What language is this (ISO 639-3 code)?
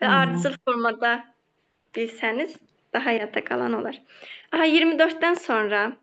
aze